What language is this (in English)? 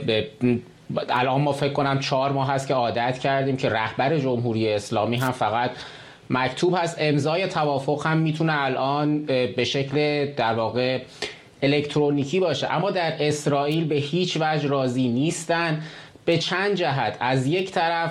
Persian